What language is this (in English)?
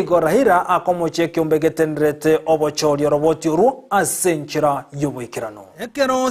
Gusii